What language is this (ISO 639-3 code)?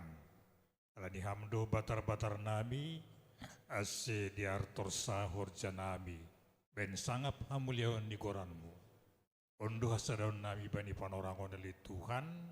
bts